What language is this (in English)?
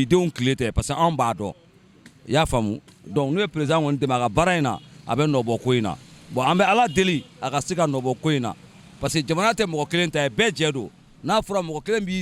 Bambara